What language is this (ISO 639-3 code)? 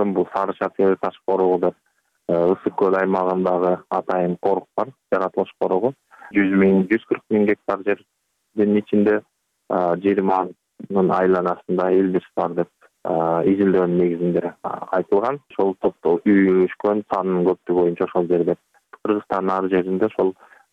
kir